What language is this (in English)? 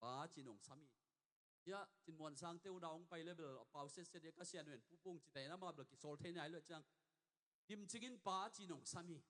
Tedim Chin